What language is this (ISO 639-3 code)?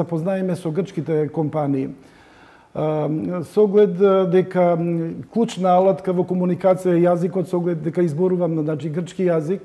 mkd